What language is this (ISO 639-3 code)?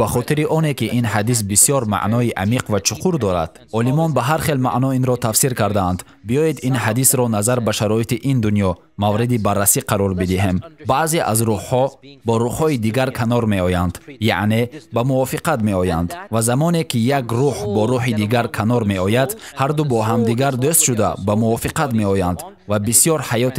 tgk